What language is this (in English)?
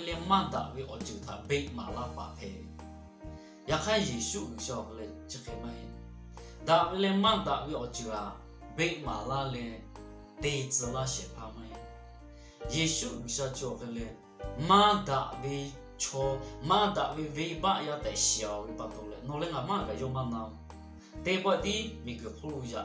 Lahu